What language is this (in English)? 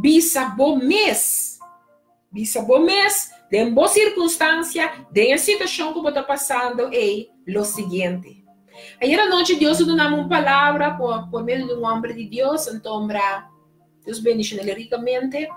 Papiamento